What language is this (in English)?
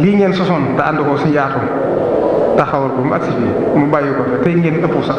Wolof